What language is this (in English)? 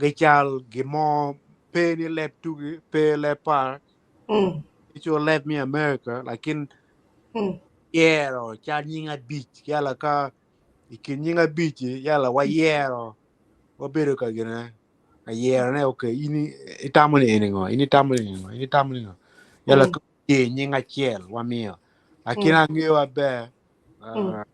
Acoli